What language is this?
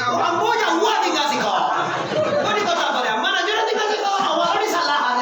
Minangkabau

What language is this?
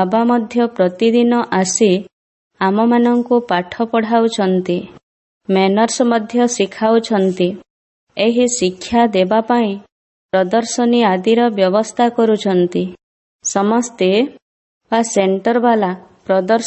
Odia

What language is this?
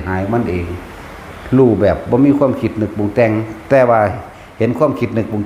Northeastern Thai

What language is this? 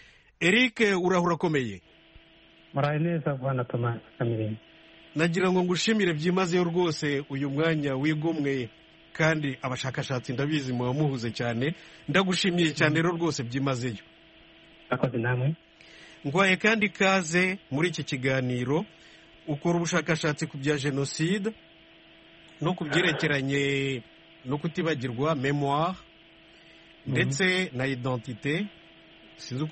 Kinyarwanda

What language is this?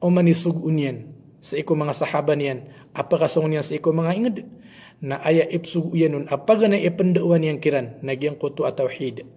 Maranao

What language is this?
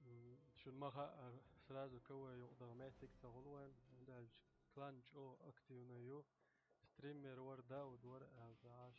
Chechen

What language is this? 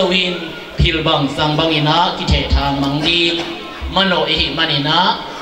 Tedim Chin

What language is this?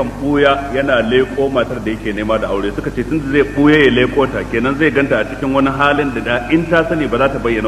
Hausa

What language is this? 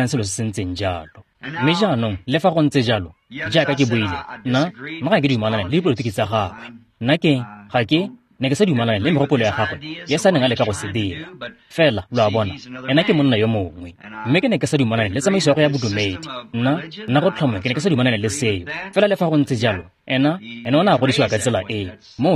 Tswana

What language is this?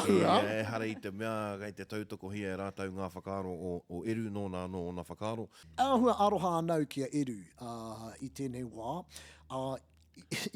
Māori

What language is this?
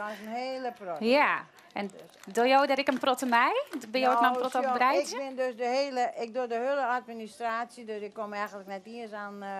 Western Frisian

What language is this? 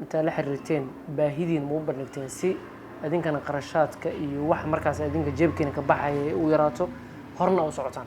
Somali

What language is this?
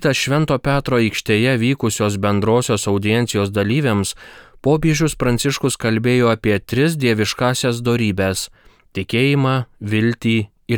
Lithuanian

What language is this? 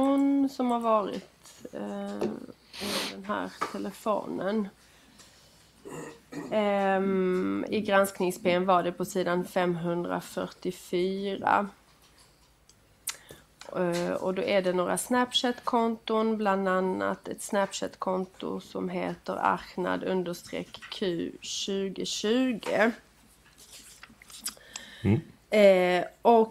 Swedish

